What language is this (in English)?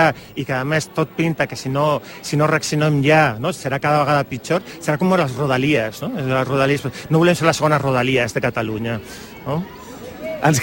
Catalan